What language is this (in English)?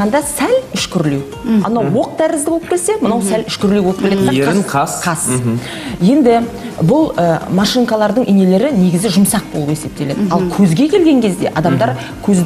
Kazakh